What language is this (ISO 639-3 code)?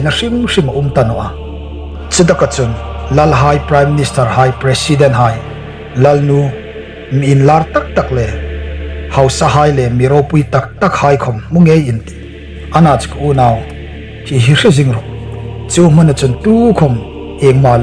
hmr